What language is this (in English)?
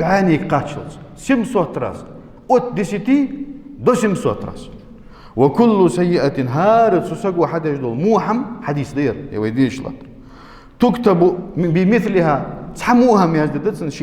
Ingush